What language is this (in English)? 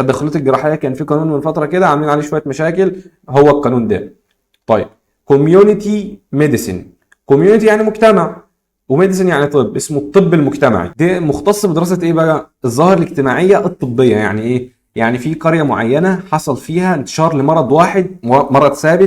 Egyptian Arabic